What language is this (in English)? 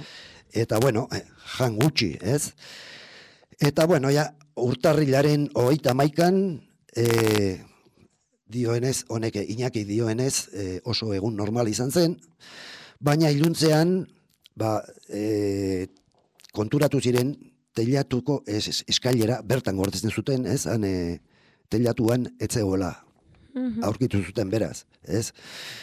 Basque